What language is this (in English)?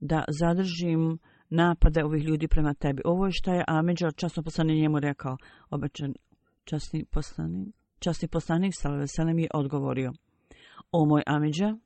Bosnian